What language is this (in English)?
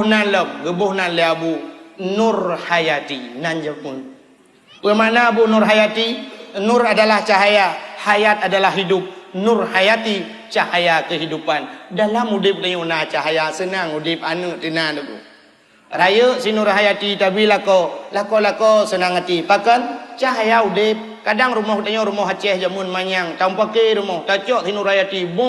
Achinese